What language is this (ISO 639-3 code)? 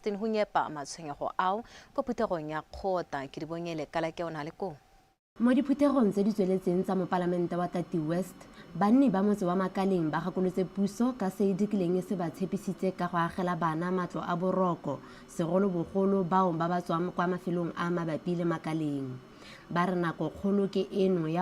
tsn